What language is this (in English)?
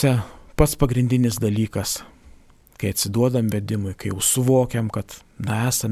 Lithuanian